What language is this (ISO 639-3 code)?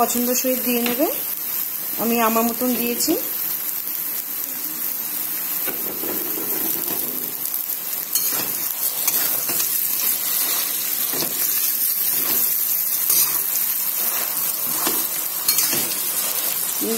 ben